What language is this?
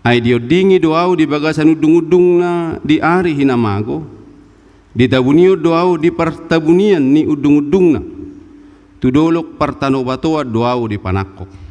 Batak Toba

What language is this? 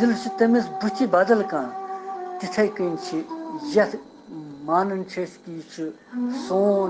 Kashmiri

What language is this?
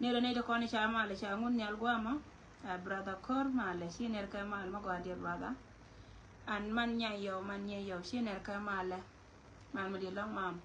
Nuer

